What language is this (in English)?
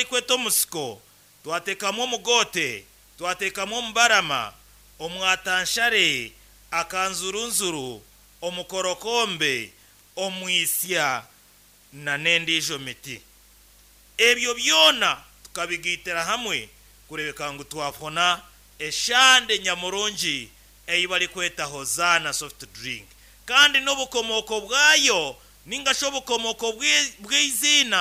Nyankole